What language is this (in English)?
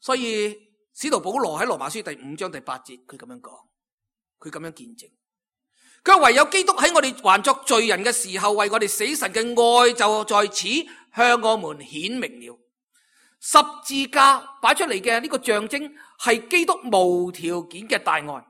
Cantonese